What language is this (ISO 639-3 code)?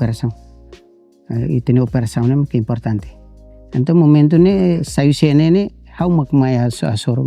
tet